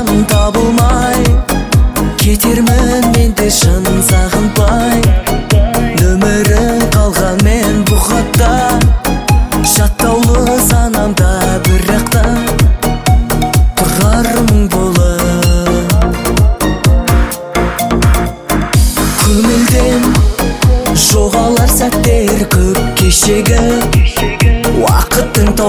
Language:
Kazakh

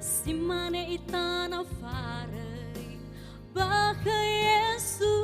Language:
Nias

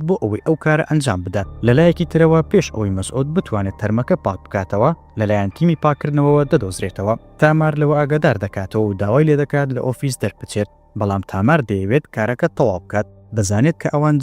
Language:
Central Kurdish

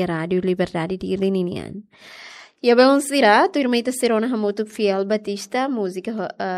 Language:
Tetum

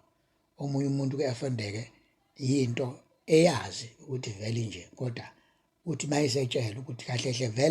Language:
Zulu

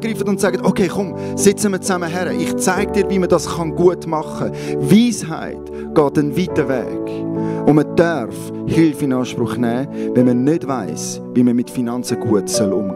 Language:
Swiss German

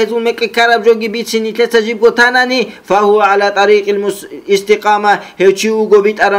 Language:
Avaric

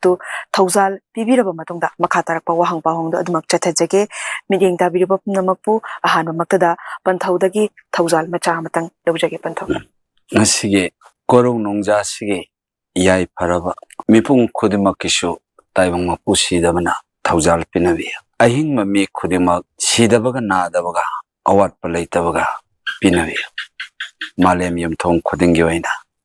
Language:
Manipuri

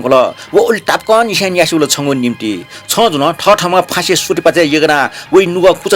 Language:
Newari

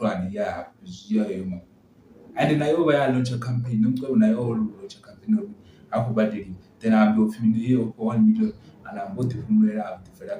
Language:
Venda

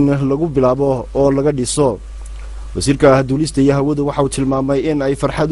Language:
Somali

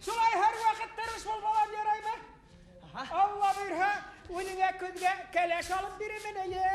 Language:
Bashkir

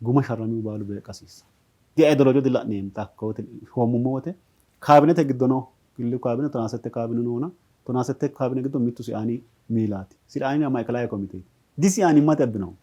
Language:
Sidamo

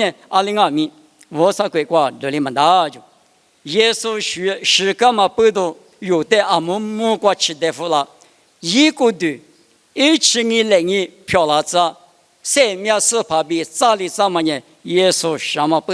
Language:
Lisu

